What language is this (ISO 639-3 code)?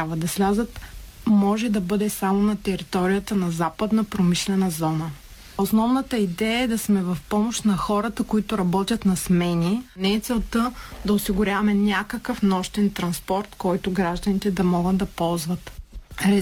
bul